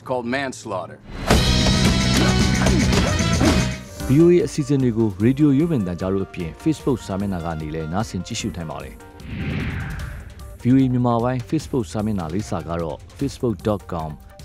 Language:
Burmese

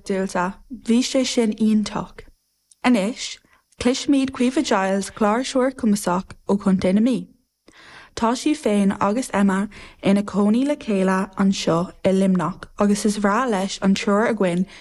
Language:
Irish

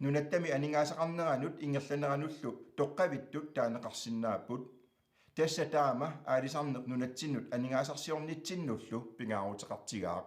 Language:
Kalaallisut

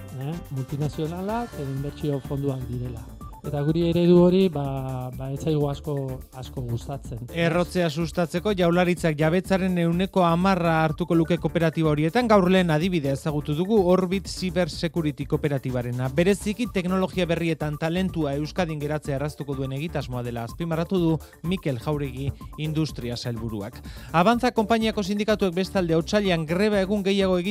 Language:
Basque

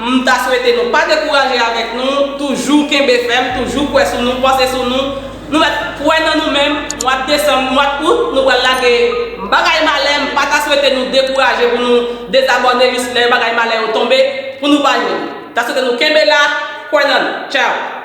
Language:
Haitian Creole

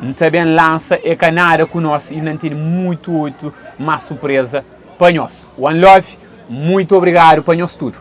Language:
Kabuverdianu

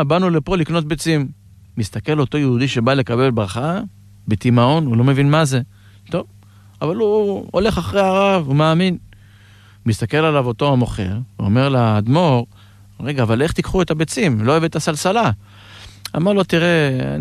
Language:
Hebrew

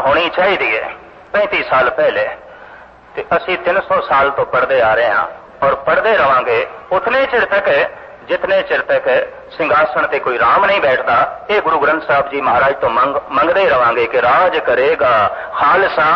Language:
Punjabi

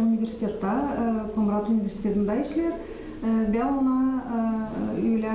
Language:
Gagauz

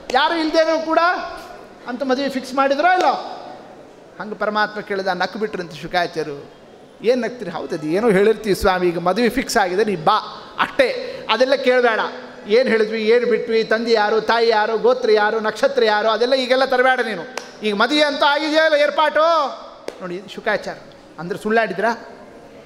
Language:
Kannada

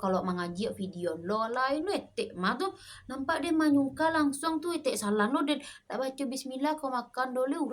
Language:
Minangkabau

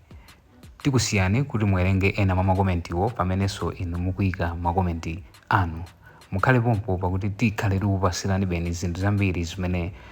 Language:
Nyanja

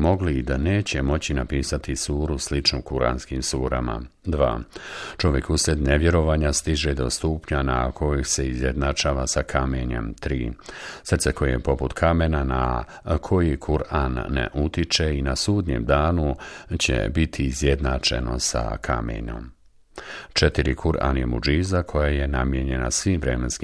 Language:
Bosnian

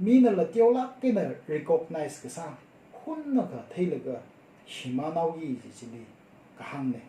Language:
Tangkhul Naga (India)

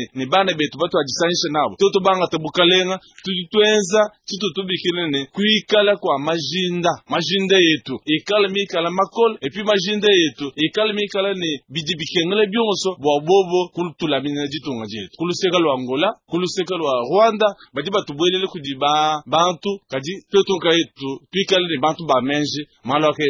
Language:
Luba-Lulua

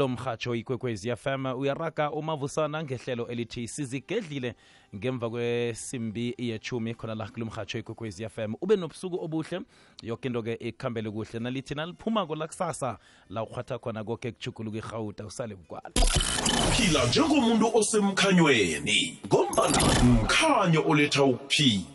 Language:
South Ndebele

